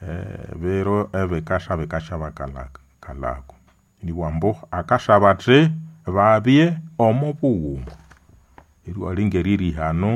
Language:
Nande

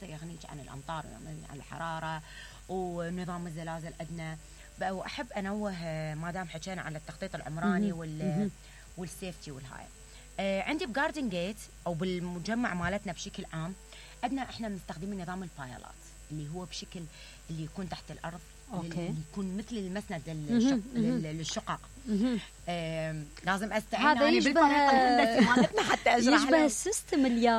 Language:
Mesopotamian Arabic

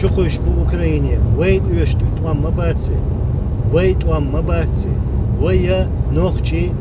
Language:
Chechen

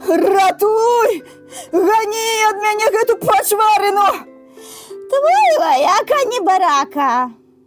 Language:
Belarusian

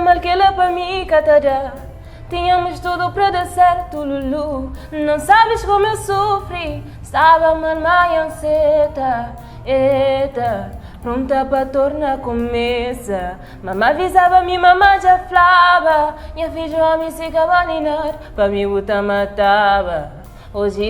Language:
Kabuverdianu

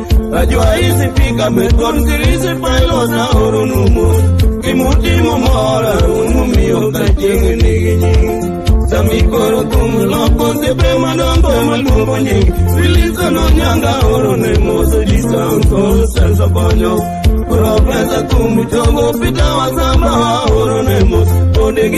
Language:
Luo (Kenya and Tanzania)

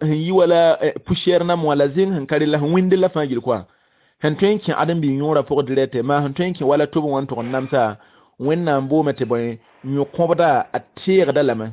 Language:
Mossi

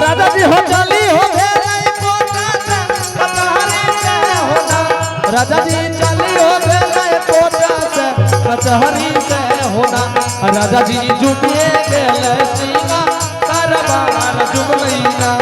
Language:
Angika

